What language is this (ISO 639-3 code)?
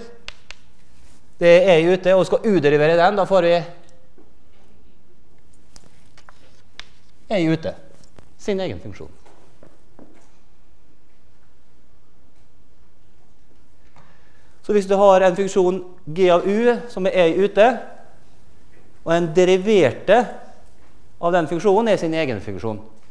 nor